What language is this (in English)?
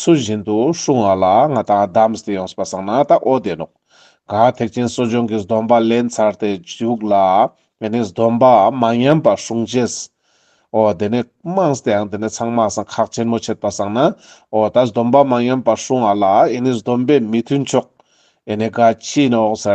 Ladakhi